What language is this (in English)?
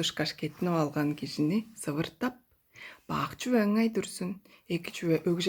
Tuvinian